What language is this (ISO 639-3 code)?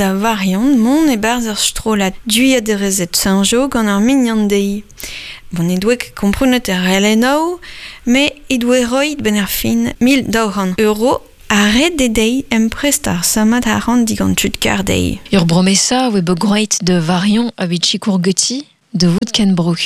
bre